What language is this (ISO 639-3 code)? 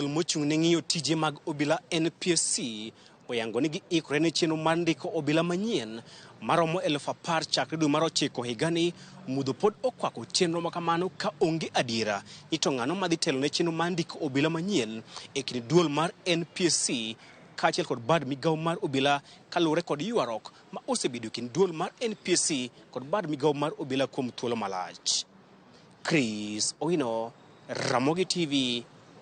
luo